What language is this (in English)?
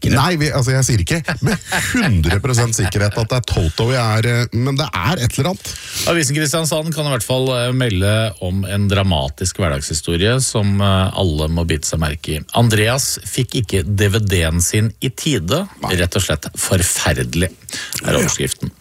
Norwegian